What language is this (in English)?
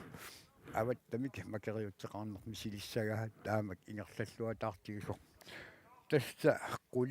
Kalaallisut